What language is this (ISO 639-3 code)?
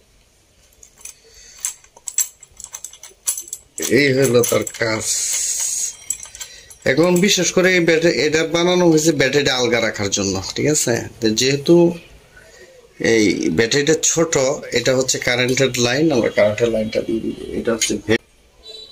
ben